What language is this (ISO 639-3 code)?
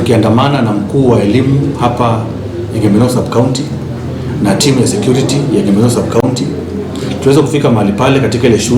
mer